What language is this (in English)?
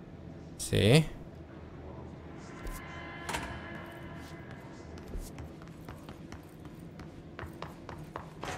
Italian